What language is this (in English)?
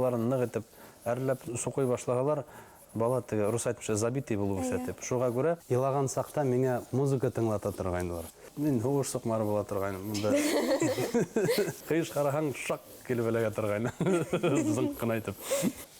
Bashkir